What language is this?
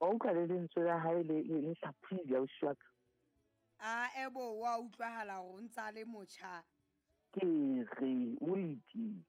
Southern Sotho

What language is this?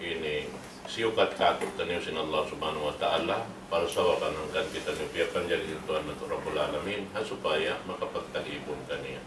Tausug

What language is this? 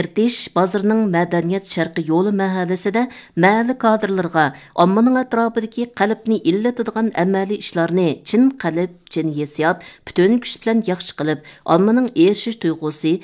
Uyghur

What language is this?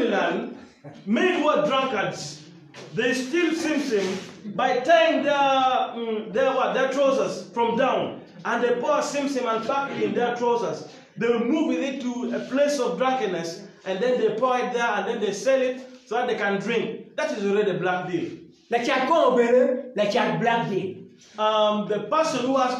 Acoli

